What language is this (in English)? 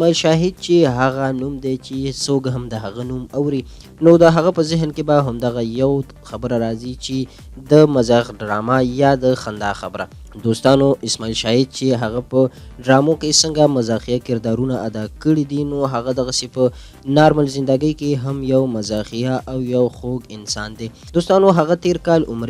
Pashto